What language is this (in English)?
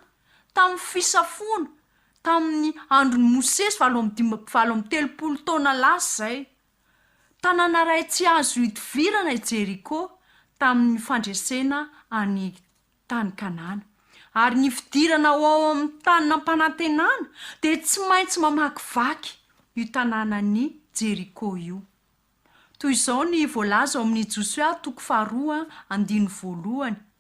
Malagasy